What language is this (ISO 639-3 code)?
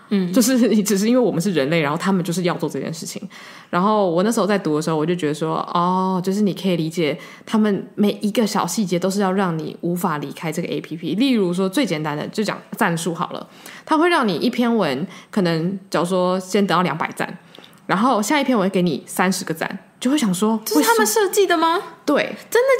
zho